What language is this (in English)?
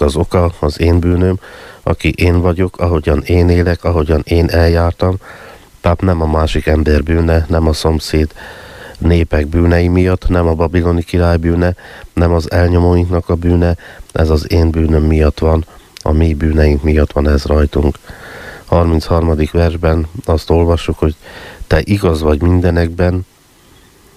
Hungarian